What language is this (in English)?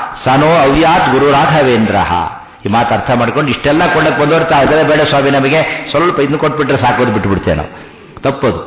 Kannada